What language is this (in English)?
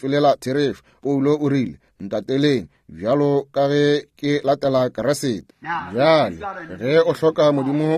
Northern Sotho